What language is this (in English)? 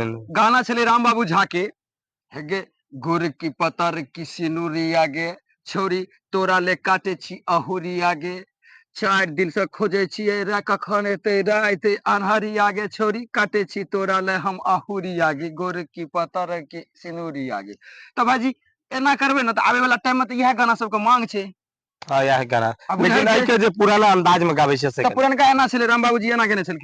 Maithili